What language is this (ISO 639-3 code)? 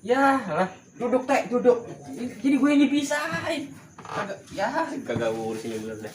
bew